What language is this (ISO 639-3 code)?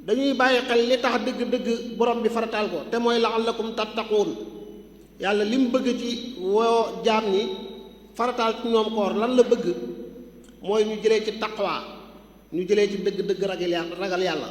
wol